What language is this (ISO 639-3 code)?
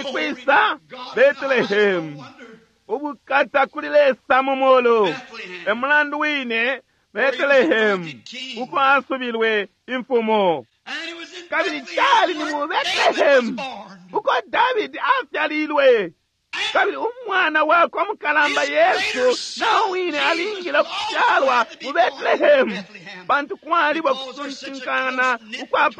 bem